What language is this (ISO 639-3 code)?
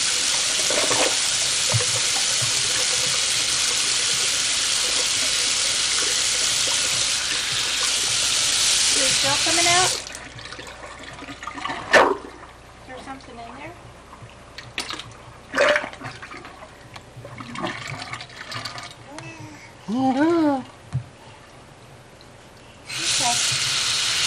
eng